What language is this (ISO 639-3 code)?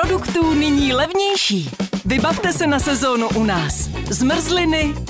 ces